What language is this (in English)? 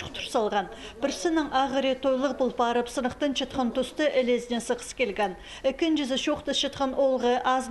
Khakas